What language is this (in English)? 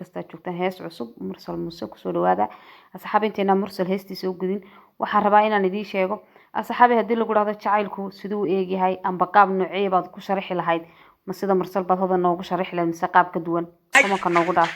Somali